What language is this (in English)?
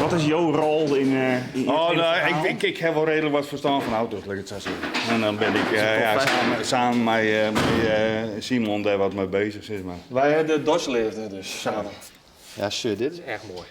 Western Frisian